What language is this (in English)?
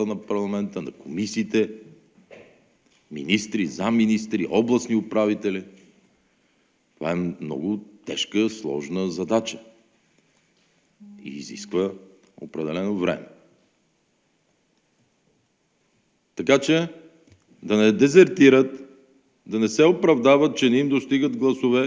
Bulgarian